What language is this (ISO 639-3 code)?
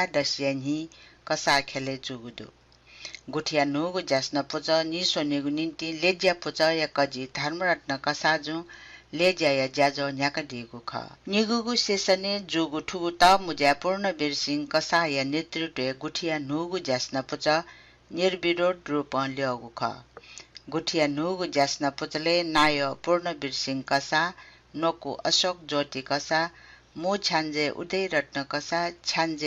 new